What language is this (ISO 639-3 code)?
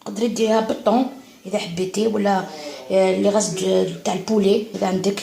arq